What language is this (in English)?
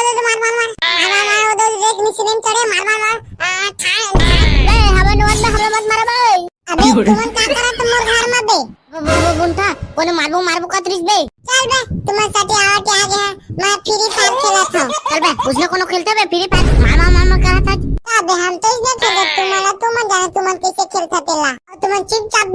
Chhattisgarhi